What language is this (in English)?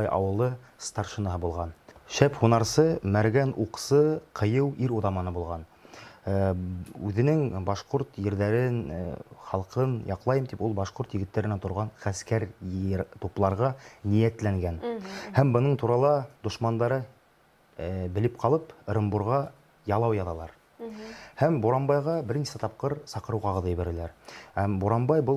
Bashkir